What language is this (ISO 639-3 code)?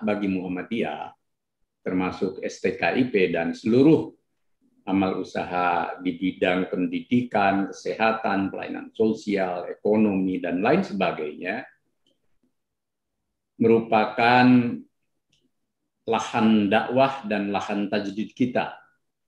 ind